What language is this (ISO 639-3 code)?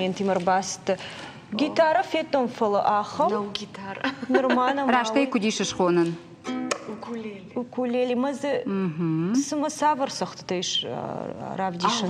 oss